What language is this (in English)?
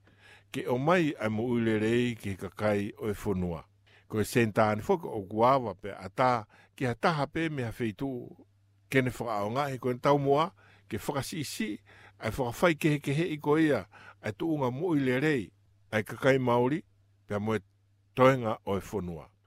Tongan